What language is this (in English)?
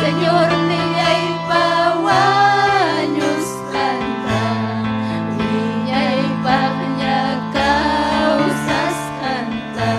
Ayacucho Quechua